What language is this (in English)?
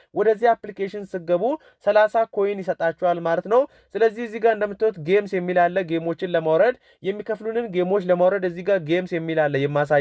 Amharic